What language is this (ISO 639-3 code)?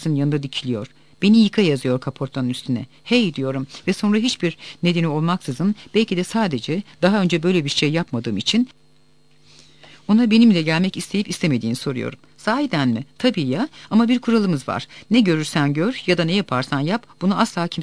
tur